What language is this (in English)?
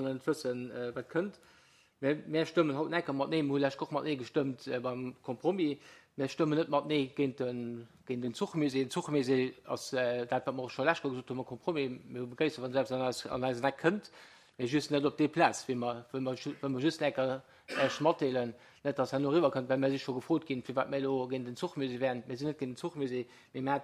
Luxembourgish